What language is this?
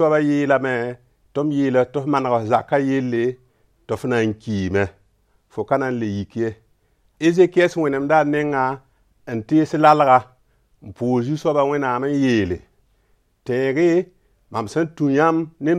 Mossi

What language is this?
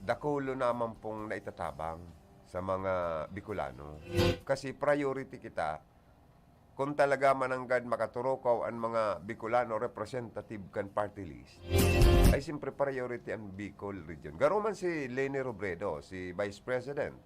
Bikol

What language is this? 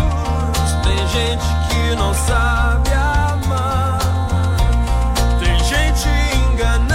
Portuguese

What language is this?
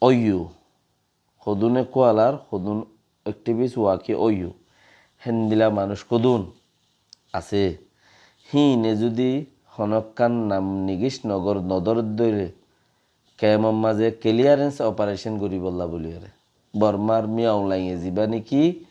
Rohingya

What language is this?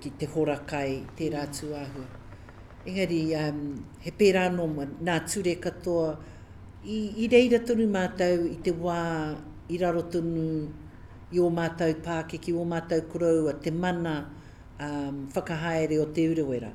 Māori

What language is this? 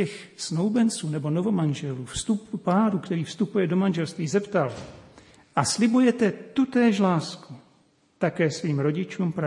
Czech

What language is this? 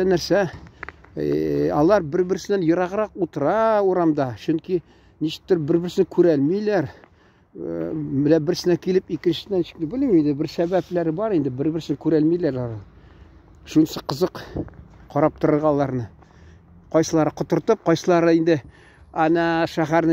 Tatar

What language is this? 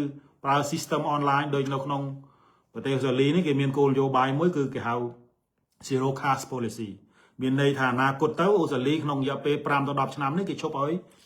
Khmer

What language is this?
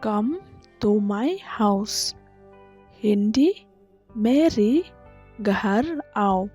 Khasi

